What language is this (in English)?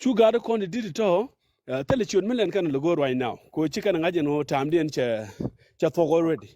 Nuer